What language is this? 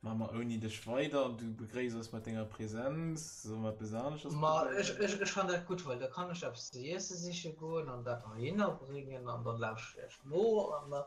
Luxembourgish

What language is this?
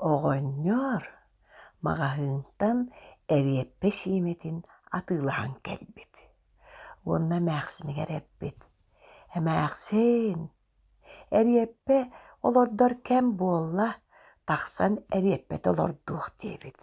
Yakut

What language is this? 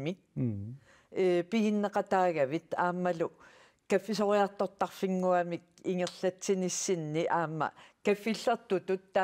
Kalaallisut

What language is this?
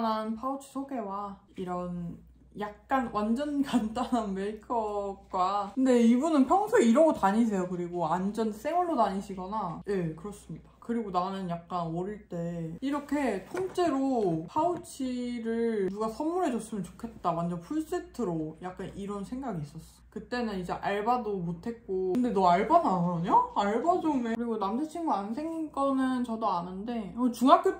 Korean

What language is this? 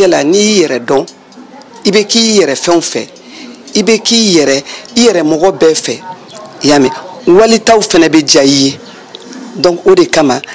Bambara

